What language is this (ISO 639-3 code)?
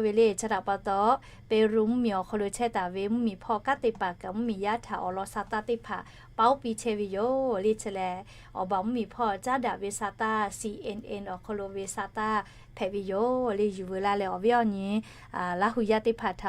lhu